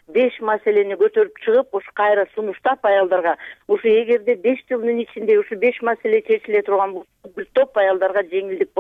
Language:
Kyrgyz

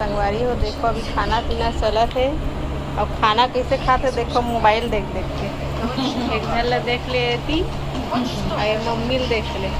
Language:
Chhattisgarhi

